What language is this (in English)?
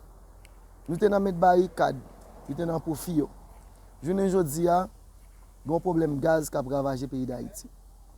Haitian Creole